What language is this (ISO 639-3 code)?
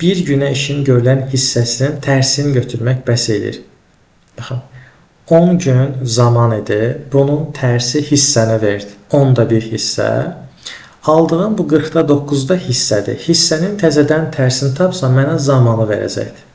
aze